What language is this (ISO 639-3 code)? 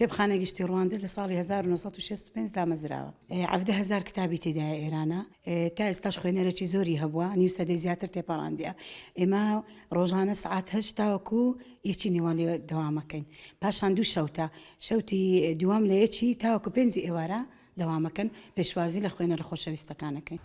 ckb